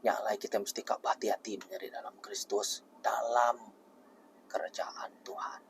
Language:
Iban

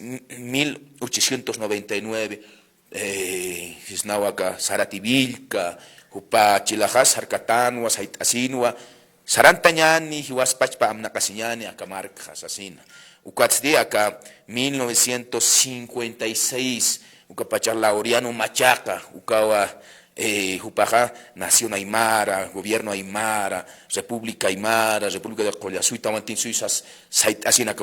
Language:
Aymara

